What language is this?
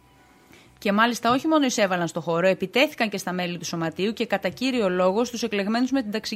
Greek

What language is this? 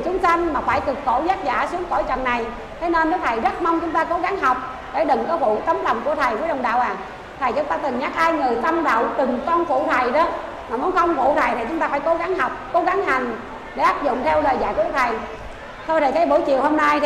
Vietnamese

